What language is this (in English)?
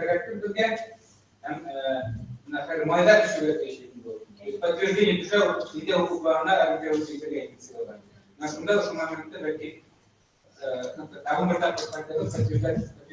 Bashkir